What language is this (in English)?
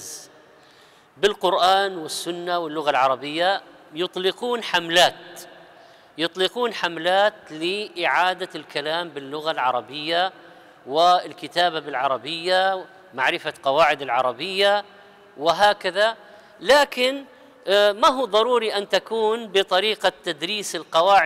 Arabic